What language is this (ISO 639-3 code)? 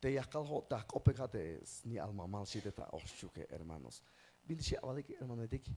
tzh